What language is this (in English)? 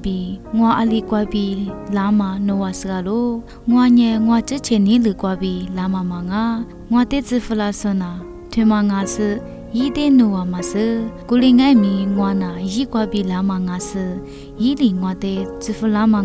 Lisu